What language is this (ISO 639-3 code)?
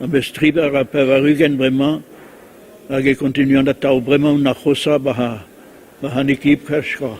bre